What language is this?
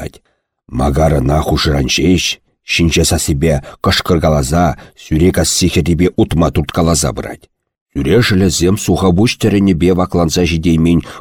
Chuvash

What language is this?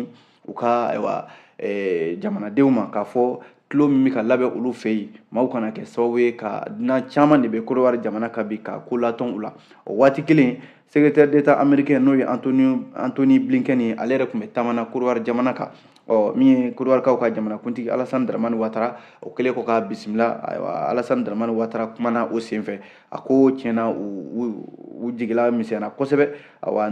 Bambara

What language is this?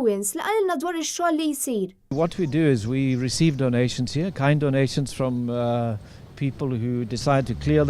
Maltese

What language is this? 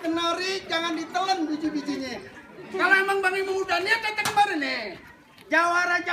Betawi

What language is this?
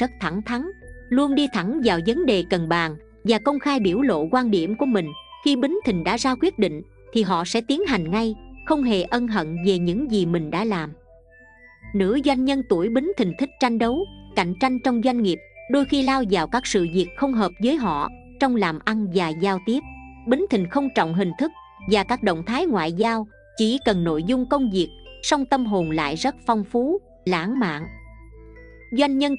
Vietnamese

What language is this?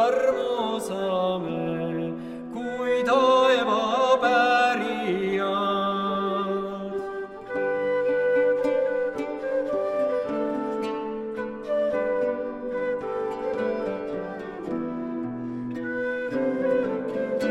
Estonian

